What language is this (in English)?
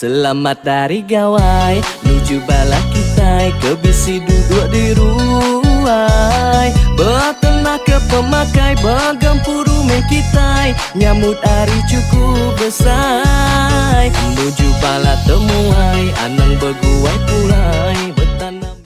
Iban